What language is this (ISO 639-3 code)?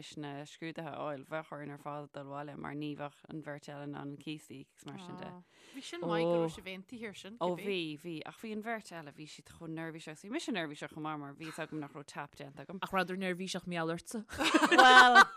gle